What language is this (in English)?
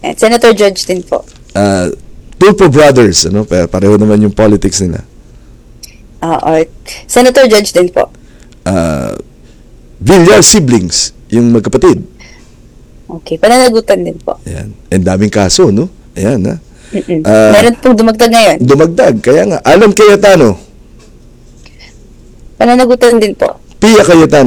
Filipino